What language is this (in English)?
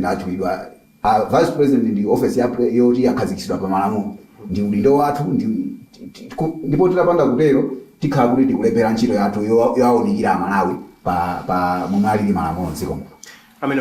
Nyanja